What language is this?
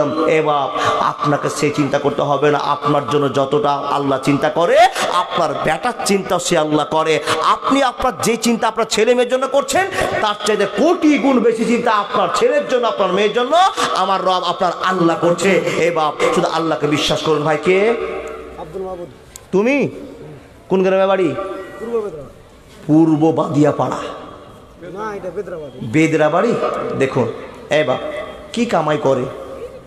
Bangla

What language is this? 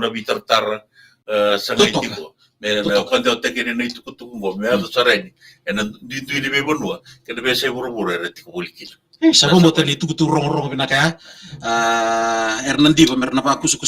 Fijian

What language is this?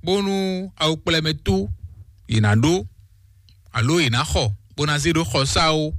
Fon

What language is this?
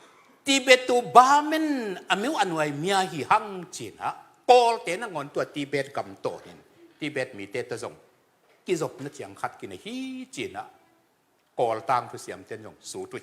Tedim Chin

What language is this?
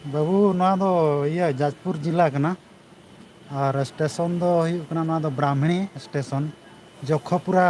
Santali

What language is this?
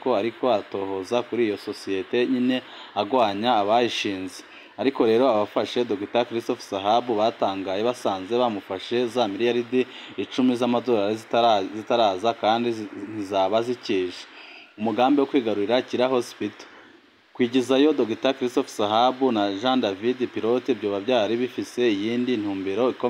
Rundi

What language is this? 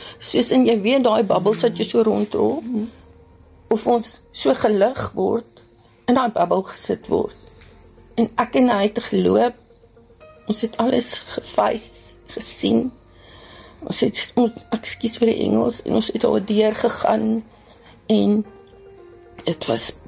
Afrikaans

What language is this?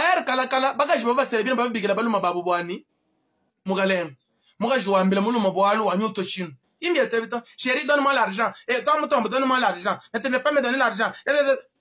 Luba-Lulua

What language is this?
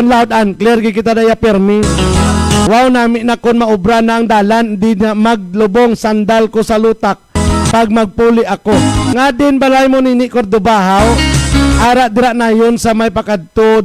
Hiligaynon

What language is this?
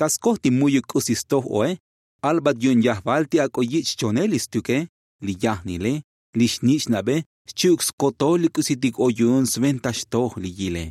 Tzotzil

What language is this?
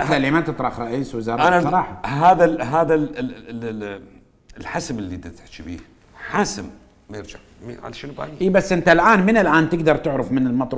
Mesopotamian Arabic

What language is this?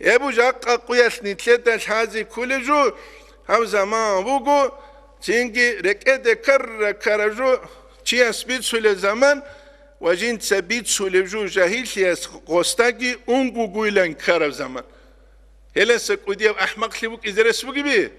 Avaric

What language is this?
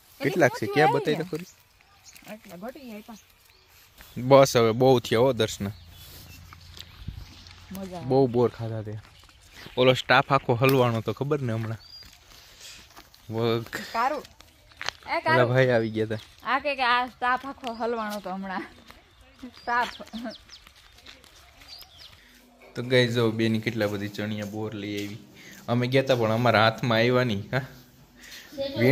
Gujarati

